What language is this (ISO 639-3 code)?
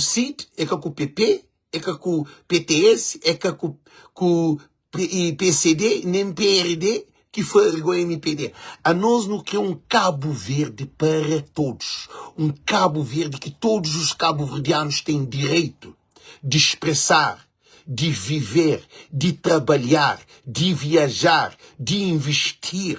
kea